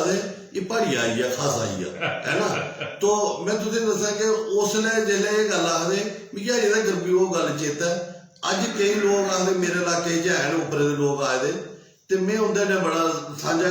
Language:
Dogri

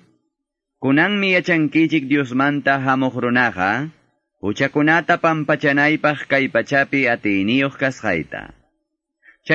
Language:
Quechua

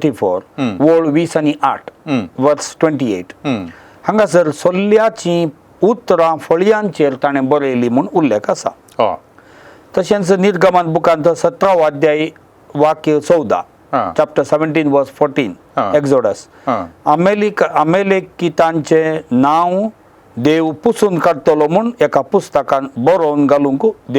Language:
Konkani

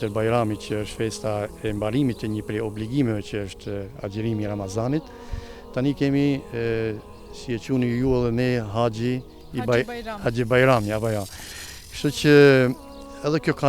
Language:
Albanian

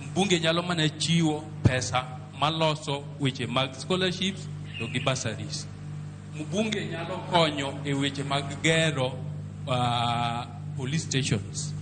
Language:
Luo (Kenya and Tanzania)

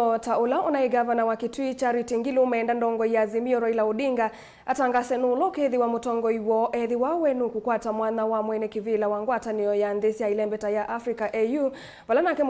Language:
Kamba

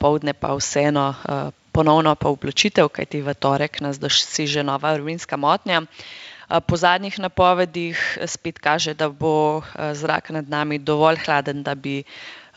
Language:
Slovenian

